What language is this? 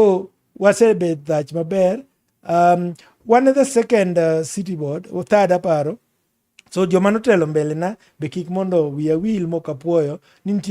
Luo (Kenya and Tanzania)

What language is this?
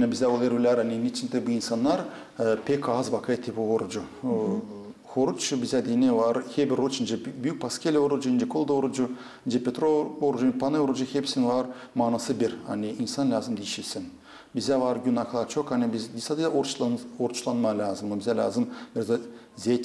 Gagauz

